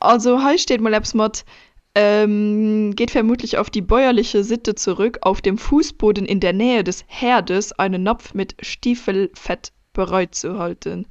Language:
Luxembourgish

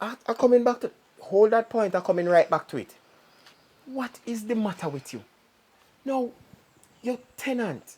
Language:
Jamaican Creole English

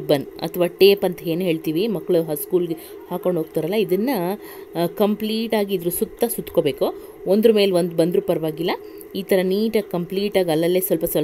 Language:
Kannada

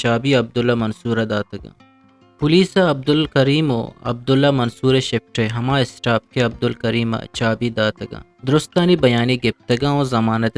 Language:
Eastern Balochi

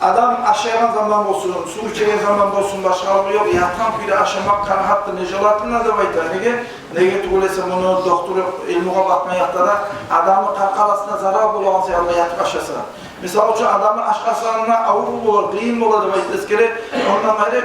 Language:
Kumyk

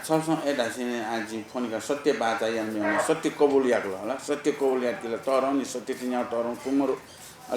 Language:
Newari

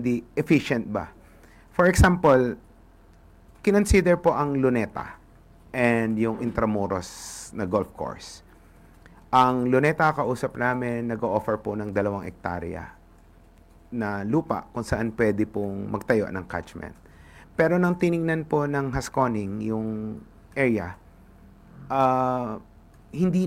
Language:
Filipino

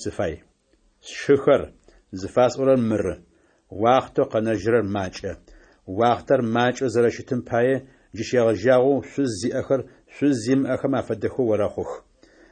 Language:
Adyghe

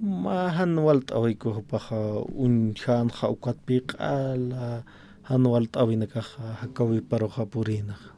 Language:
Aymara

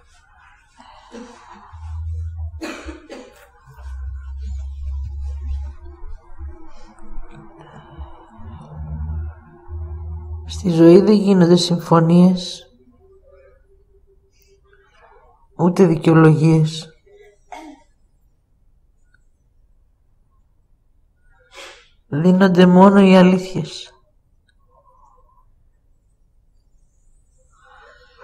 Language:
Greek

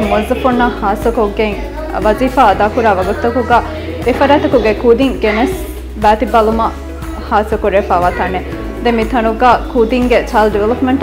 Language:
Divehi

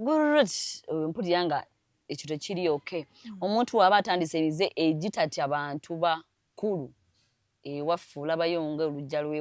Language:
Ganda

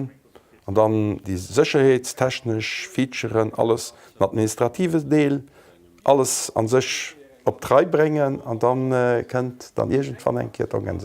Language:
Luxembourgish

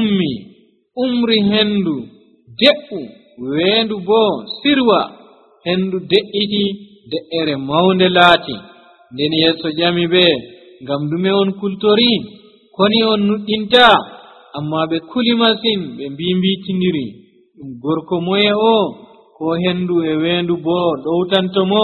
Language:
Nigerian Fulfulde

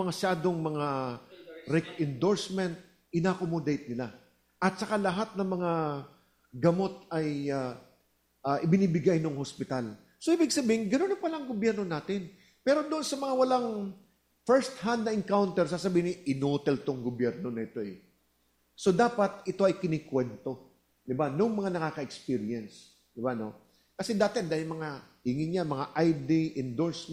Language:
Filipino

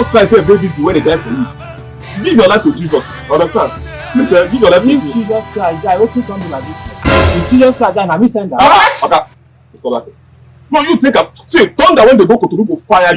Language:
Nigerian Pidgin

